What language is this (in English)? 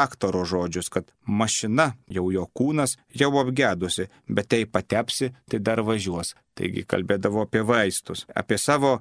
Lithuanian